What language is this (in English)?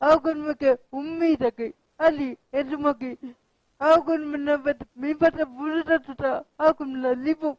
Divehi